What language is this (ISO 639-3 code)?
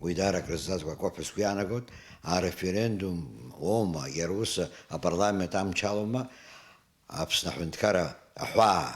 abk